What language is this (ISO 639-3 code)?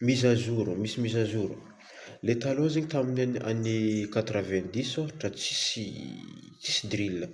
mlg